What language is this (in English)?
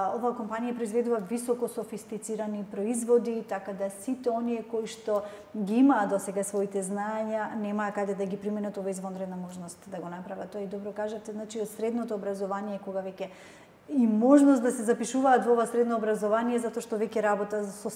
Macedonian